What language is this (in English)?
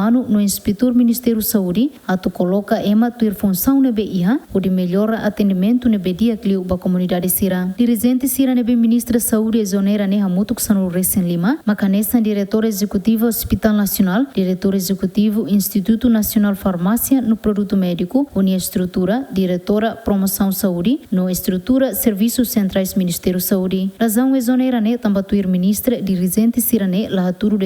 Tetum